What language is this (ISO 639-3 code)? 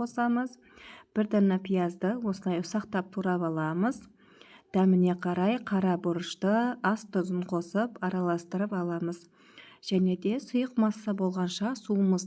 kaz